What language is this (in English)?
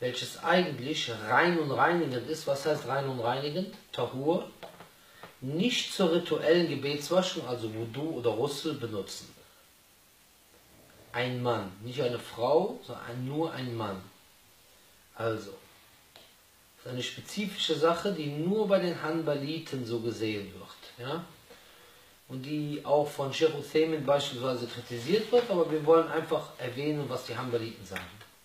German